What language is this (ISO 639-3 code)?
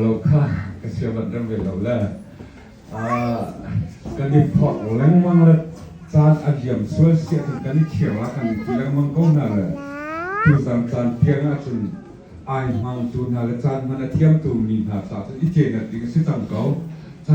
cnh